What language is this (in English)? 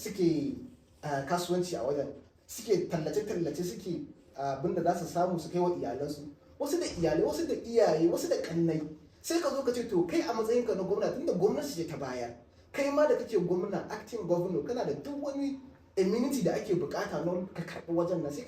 Hausa